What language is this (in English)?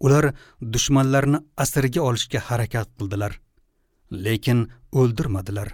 Uzbek